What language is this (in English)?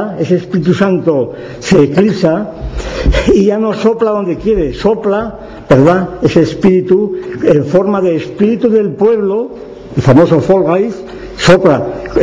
Spanish